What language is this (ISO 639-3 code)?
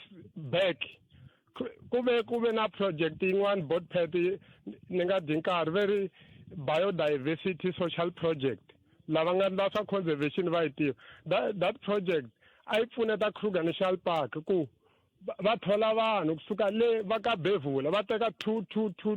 tso